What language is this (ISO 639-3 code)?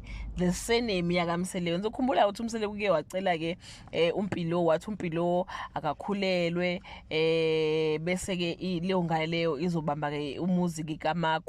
zul